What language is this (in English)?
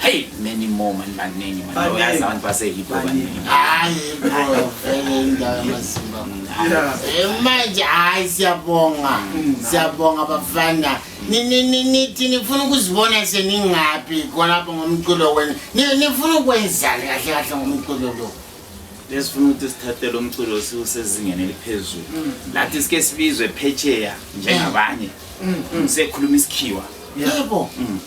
Zulu